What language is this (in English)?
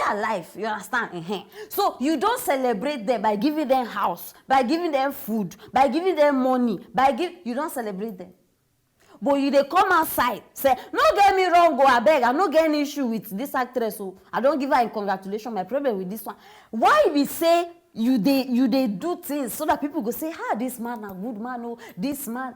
Nigerian Pidgin